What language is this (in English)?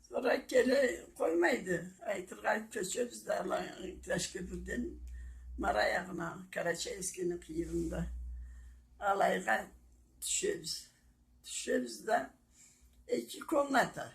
Karachay-Balkar